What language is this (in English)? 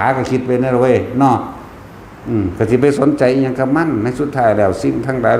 Lao